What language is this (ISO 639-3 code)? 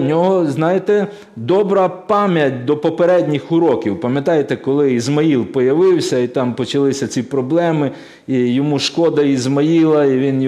ukr